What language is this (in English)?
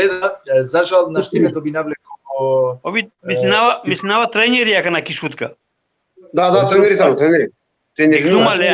Balkan Romani